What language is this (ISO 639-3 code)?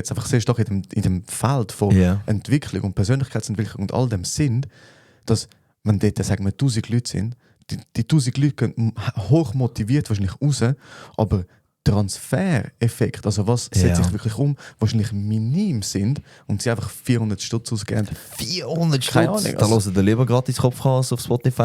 gsw